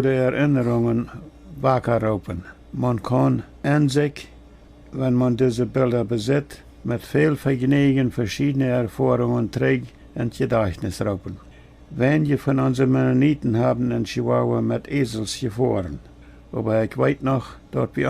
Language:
Plautdietsch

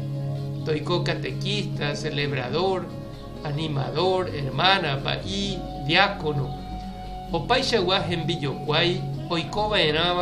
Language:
Guarani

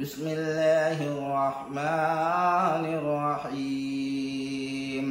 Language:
Sylheti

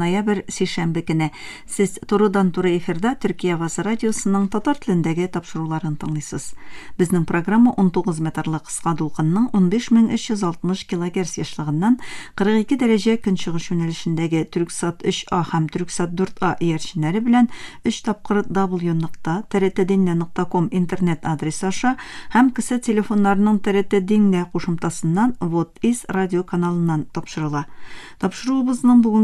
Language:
Tatar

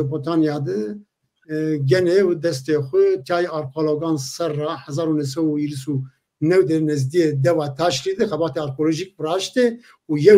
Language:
Zaza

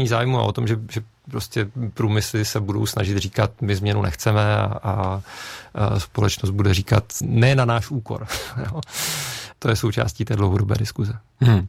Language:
Czech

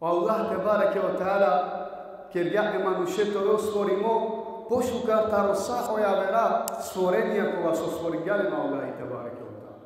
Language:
Balkan Romani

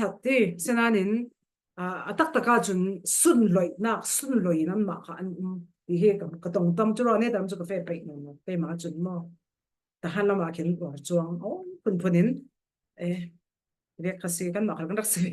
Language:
Falam Chin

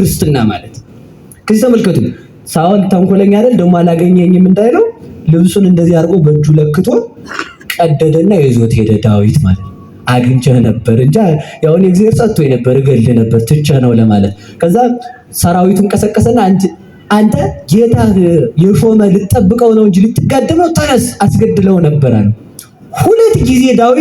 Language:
Amharic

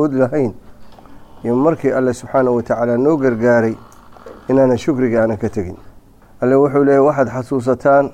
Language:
Somali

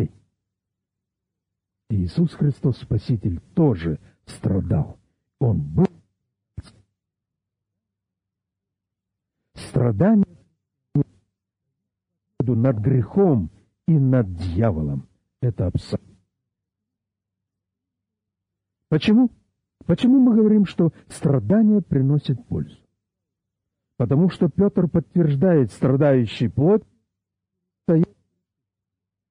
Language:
Russian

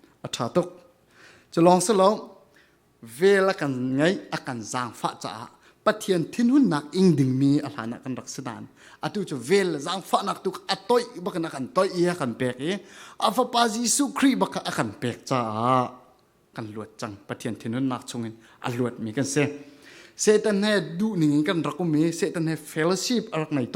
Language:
Falam Chin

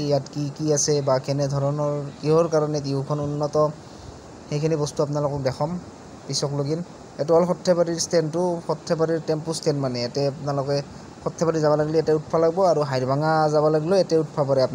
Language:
Assamese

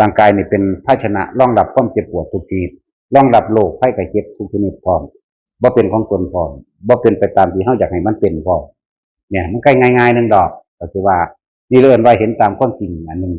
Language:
Northeastern Thai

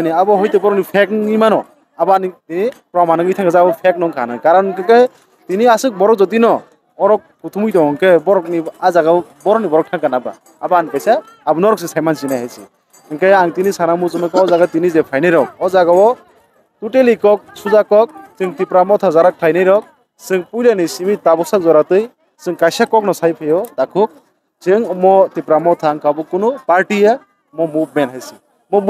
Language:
Kok Borok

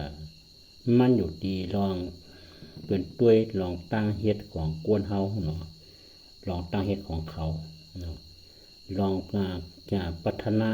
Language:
Shan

